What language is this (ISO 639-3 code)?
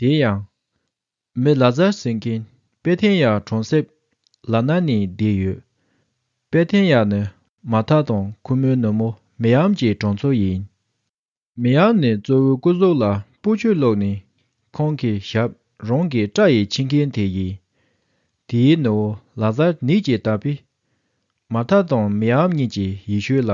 bod